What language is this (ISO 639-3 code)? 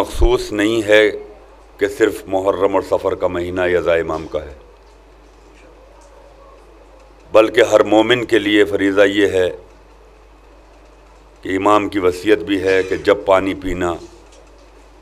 urd